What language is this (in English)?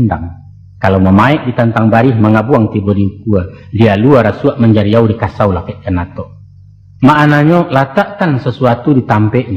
Minangkabau